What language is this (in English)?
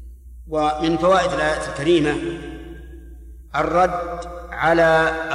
Arabic